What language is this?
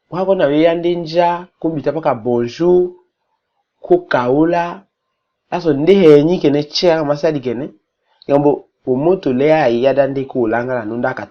Tetela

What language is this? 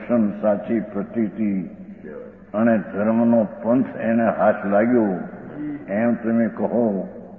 Gujarati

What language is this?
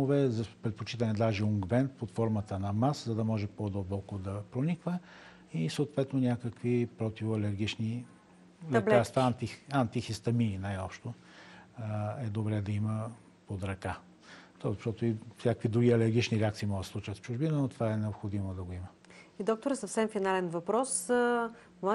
Bulgarian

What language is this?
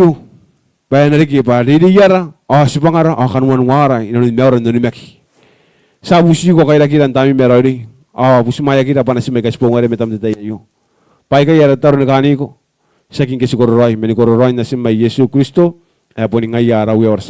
Gilbertese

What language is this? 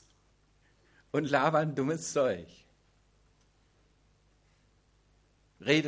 German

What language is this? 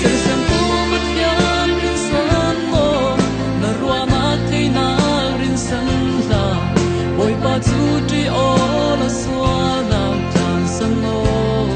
Falam Chin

